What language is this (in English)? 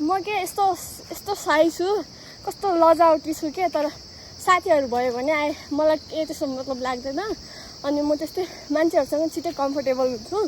Nepali